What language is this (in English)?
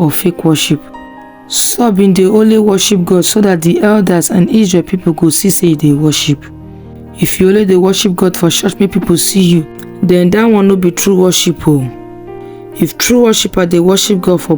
Nigerian Pidgin